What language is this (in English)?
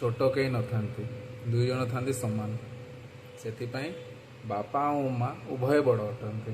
Odia